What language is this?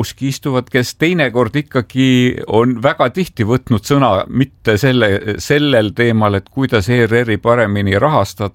Estonian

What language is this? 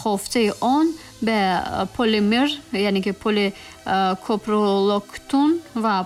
Tajik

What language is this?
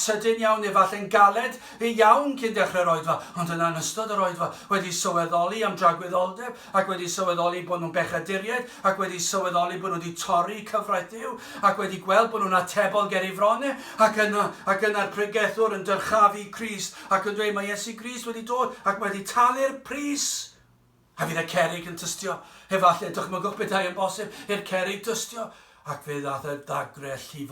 Welsh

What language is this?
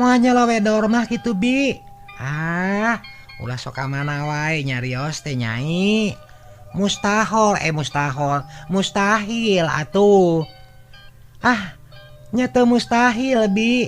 Sundanese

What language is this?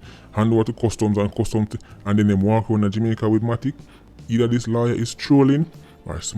Jamaican Creole English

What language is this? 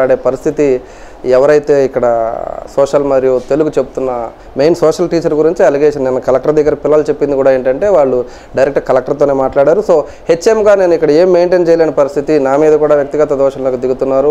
Telugu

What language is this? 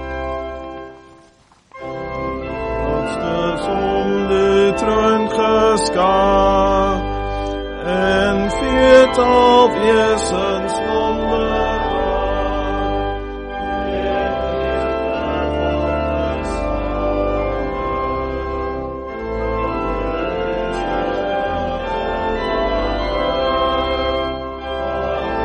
Afrikaans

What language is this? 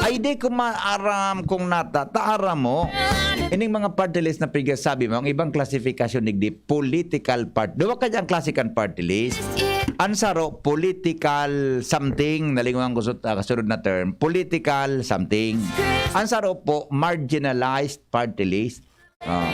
Bikol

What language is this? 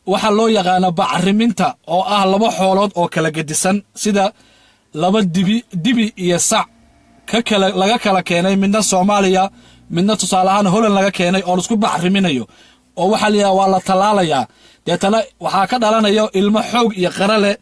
Somali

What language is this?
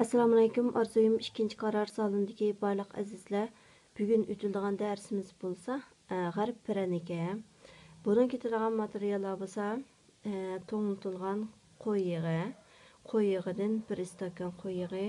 Uyghur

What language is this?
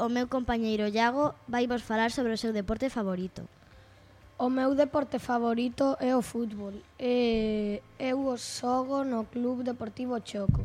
Galician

